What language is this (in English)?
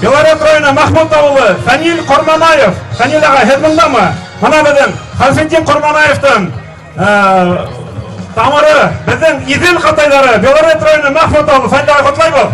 Bashkir